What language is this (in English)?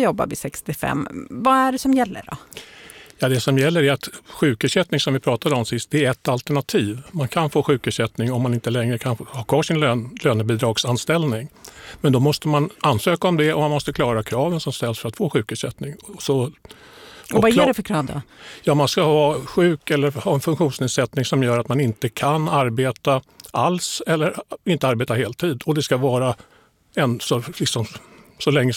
Swedish